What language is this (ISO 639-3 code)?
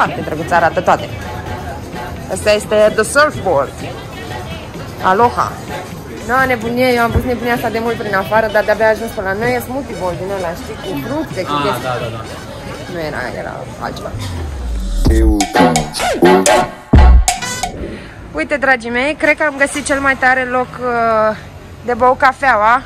ron